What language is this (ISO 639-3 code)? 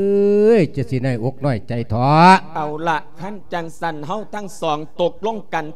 lao